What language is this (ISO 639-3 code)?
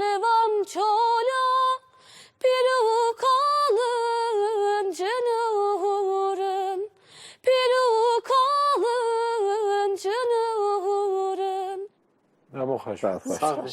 kur